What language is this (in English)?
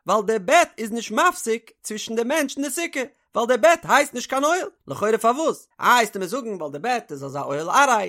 Yiddish